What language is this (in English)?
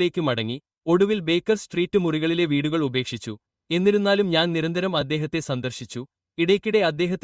Malayalam